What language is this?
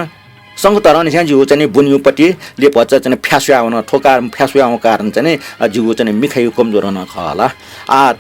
Newari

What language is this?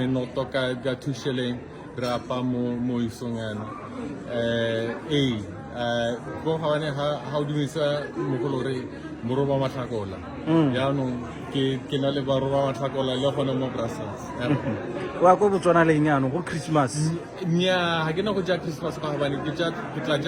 Tswana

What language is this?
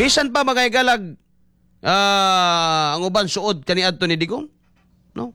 Cebuano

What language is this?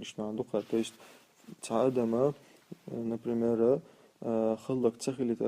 Chechen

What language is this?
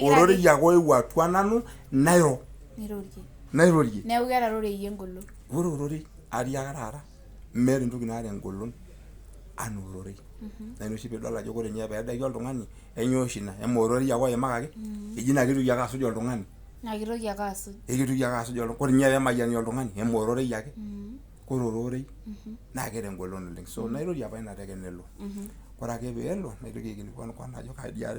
Masai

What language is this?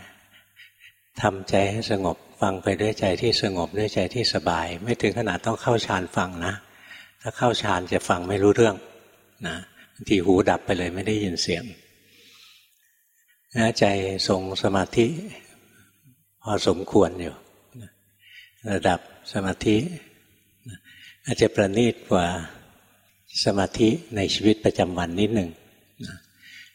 Thai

